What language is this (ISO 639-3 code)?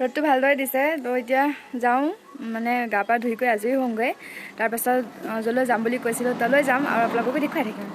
asm